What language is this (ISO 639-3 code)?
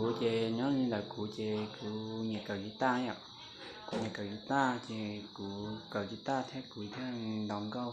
hmn